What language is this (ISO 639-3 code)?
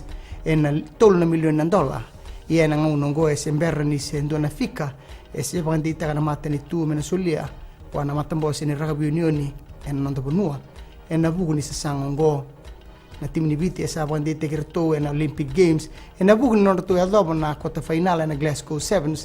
fij